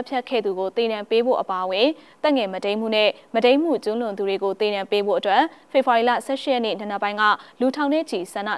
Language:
Burmese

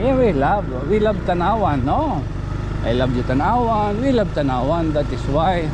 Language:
Waray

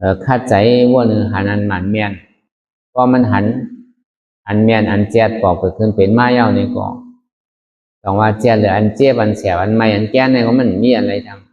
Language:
Shan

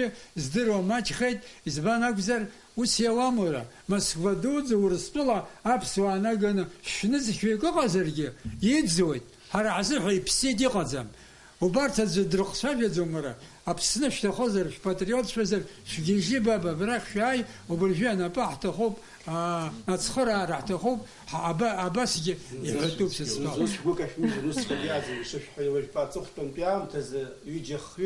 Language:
Abkhazian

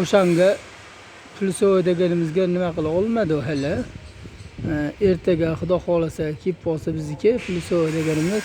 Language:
Uzbek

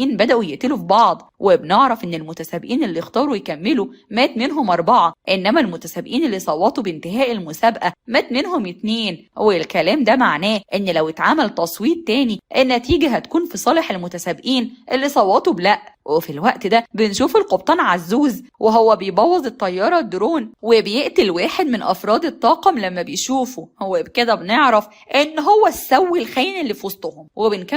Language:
Egyptian Arabic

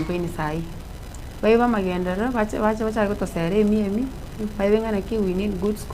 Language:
Gusii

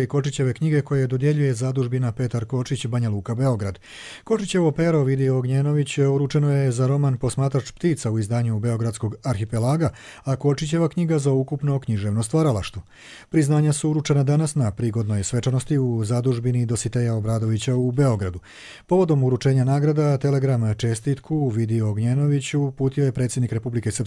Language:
Croatian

